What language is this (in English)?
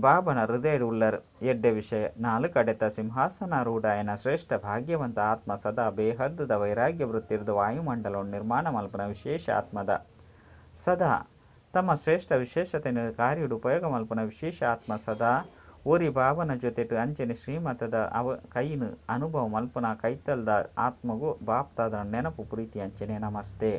Tulu